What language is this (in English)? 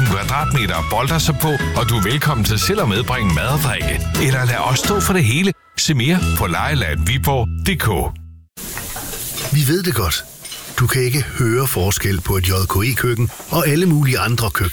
Danish